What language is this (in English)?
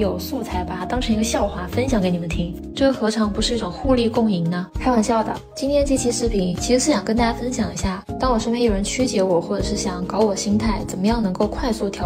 Chinese